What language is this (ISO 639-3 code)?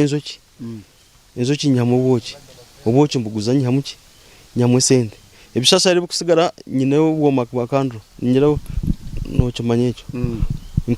nyn